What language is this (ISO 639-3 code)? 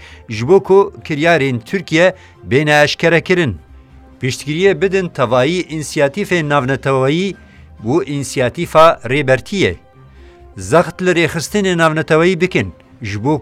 kur